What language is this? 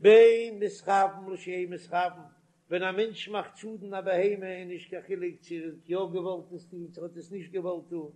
Yiddish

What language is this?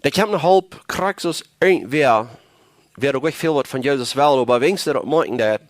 Plautdietsch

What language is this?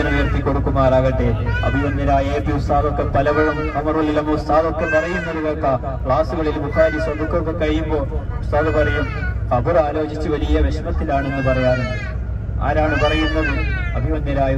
Malayalam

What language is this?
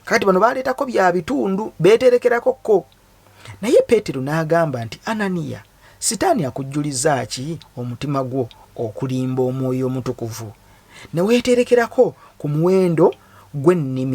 Ganda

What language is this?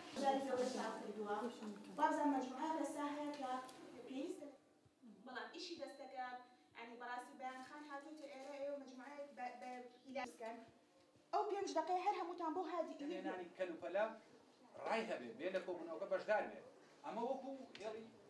Central Kurdish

